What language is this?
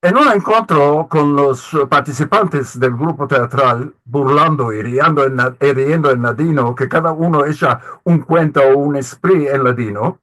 Ladino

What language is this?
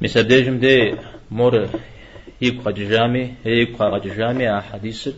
Kabardian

